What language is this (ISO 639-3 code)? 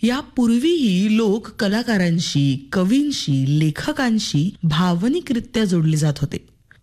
mar